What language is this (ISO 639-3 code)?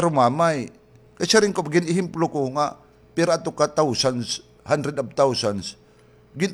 war